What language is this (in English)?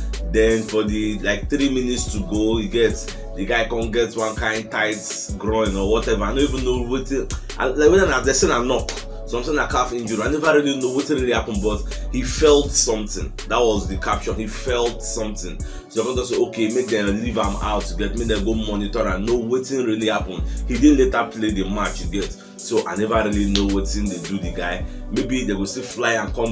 Nigerian Pidgin